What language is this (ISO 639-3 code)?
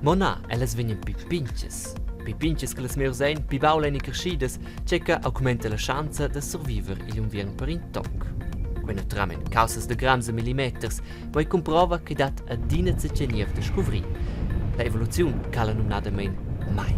roh